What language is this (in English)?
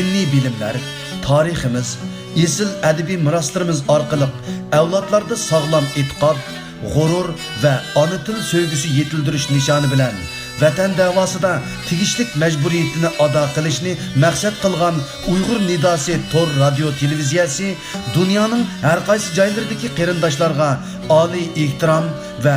Uyghur